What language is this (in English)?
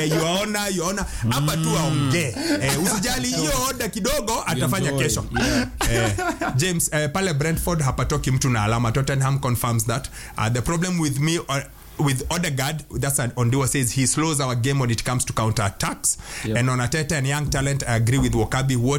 Swahili